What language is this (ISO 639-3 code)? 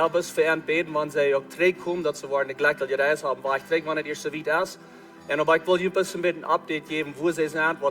pdt